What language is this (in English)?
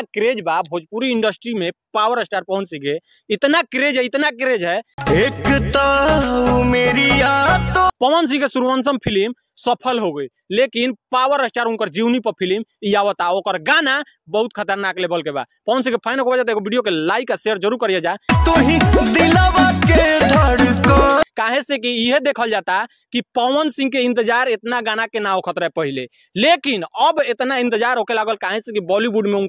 Bhojpuri